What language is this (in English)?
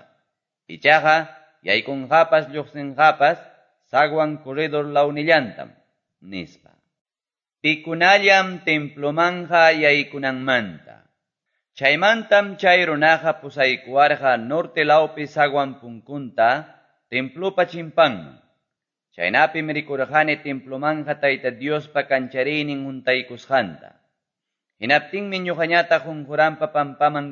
Quechua